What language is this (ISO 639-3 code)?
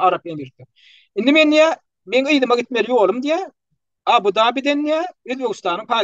tuk